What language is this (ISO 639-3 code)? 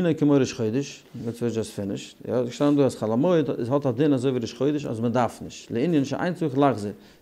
yid